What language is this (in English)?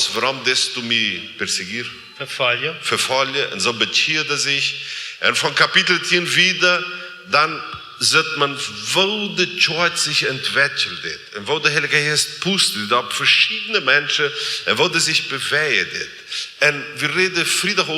Plautdietsch